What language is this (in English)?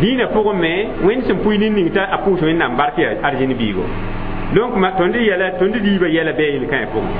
Mossi